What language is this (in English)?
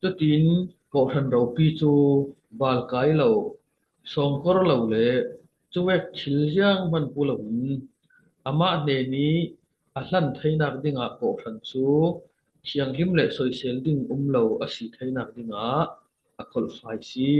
Falam Chin